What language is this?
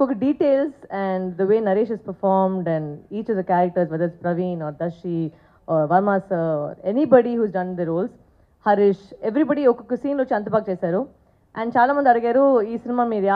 Telugu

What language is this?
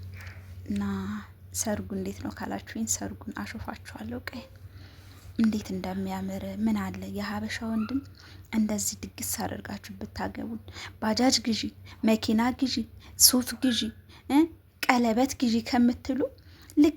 Amharic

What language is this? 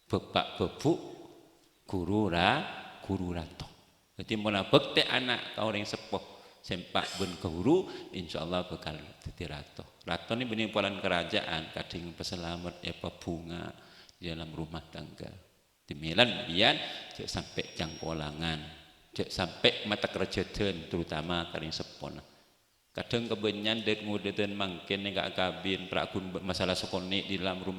Madurese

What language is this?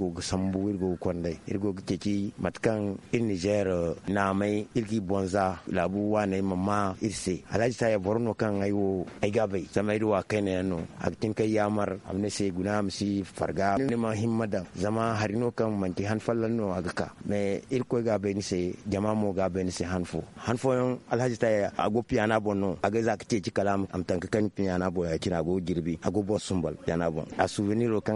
Zarma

